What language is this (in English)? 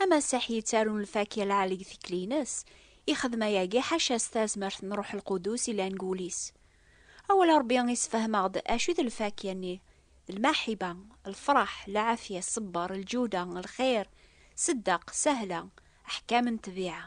Kabyle